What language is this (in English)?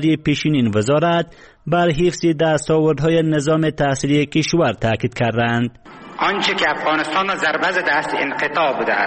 Persian